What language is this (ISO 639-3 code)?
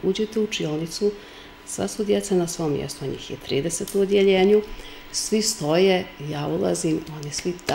srp